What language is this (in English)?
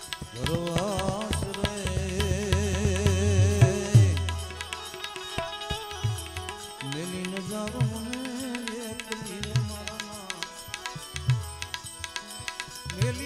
Gujarati